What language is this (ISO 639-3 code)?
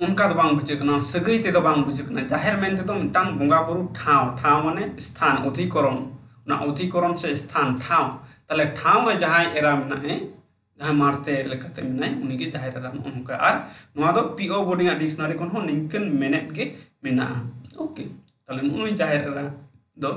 sat